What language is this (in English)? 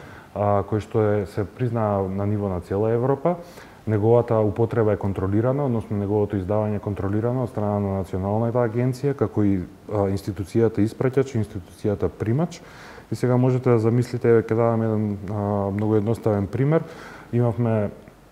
Macedonian